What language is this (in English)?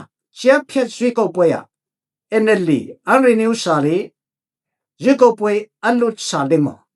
Falam Chin